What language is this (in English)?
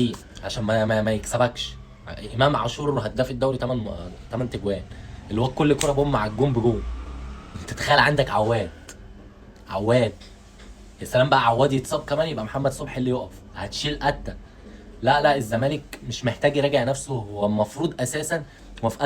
Egyptian Arabic